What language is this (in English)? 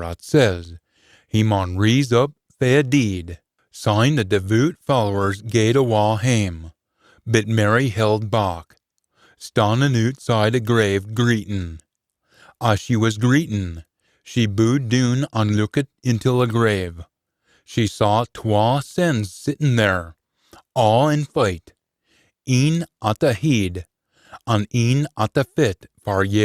Scots